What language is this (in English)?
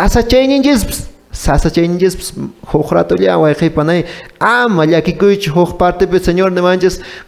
Quechua